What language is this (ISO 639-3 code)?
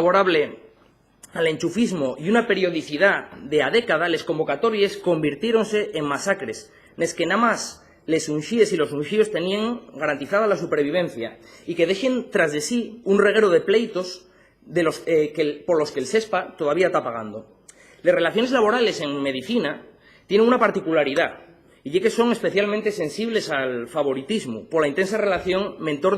ast